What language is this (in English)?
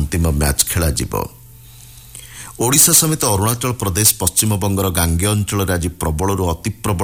Odia